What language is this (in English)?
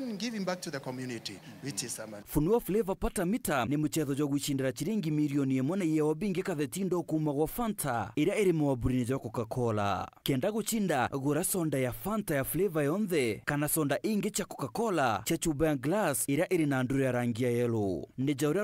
Meru